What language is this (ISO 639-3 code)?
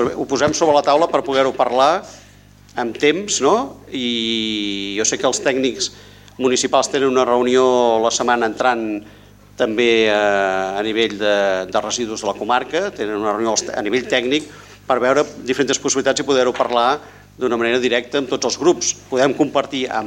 cat